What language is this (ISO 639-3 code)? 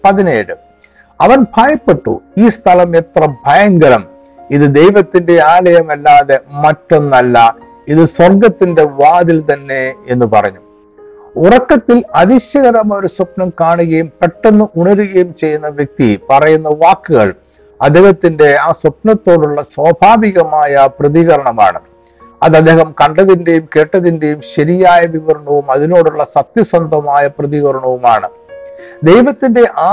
mal